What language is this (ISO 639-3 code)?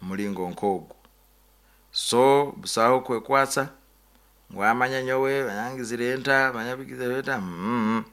nyo